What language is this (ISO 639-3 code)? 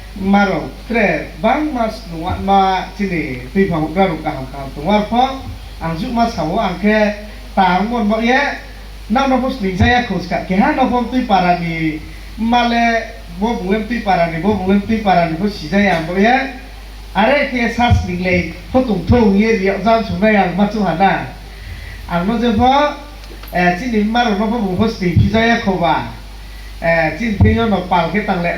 ria